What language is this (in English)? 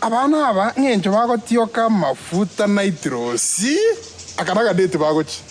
Gusii